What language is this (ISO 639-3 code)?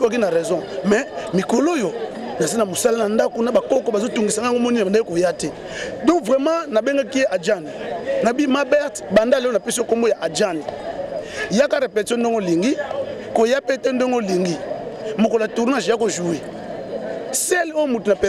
lin